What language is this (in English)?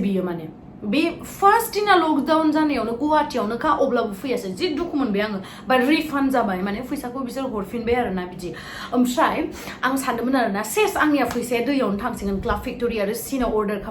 Bodo